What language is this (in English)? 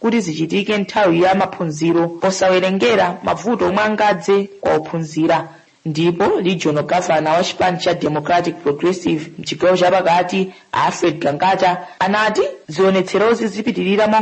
Nyanja